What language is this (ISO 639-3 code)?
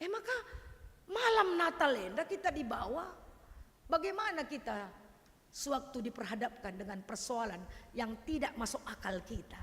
btx